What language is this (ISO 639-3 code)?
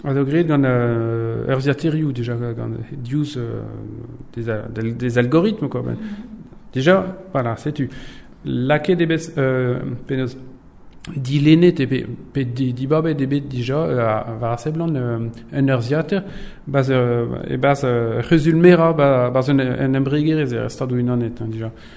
bre